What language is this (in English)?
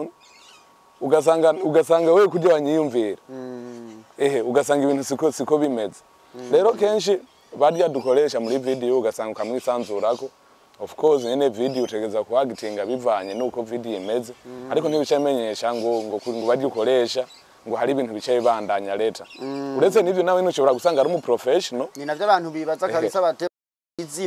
Rundi